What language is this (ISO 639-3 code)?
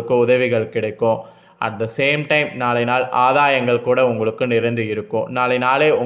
tam